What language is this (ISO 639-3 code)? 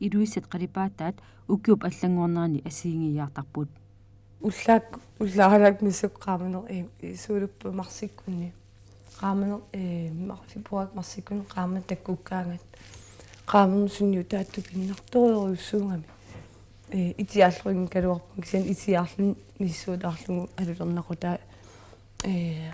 kal